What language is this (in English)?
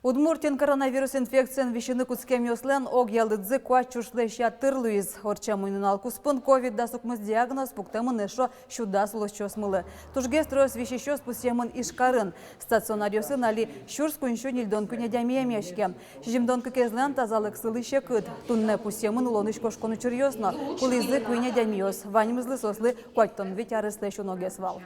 Udmurt